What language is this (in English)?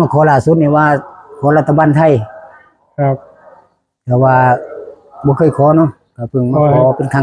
Northeastern Thai